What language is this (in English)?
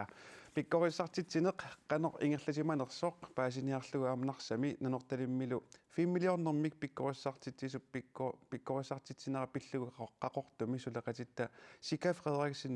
Kalaallisut